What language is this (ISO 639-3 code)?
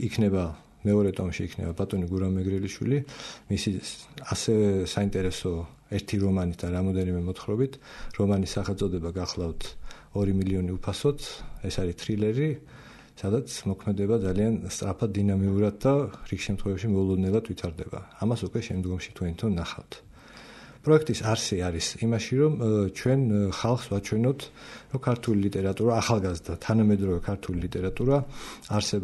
kat